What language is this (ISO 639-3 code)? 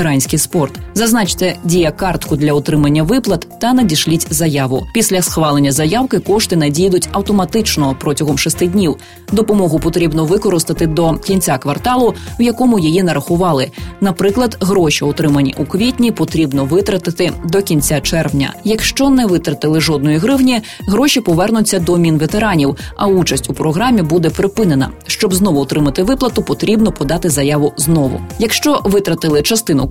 ukr